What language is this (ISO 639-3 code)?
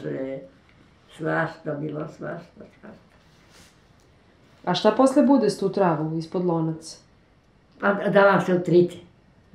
srp